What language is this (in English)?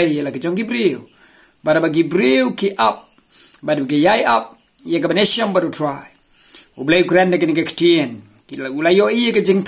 Khasi